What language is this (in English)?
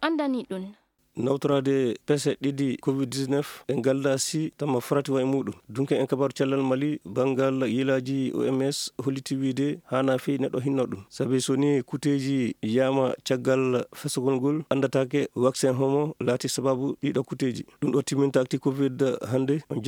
Fula